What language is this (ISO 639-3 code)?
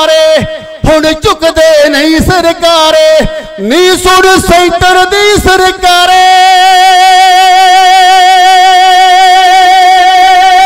pan